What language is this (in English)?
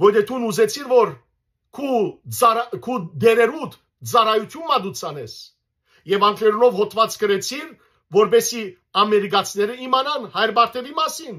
Western Armenian